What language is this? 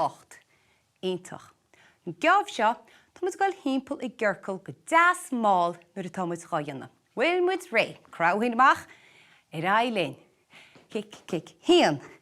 Irish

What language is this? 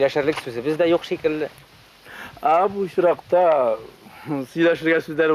Tatar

